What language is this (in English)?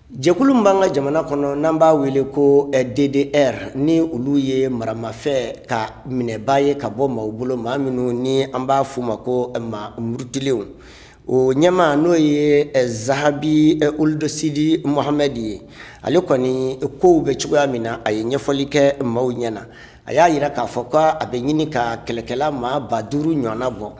Bambara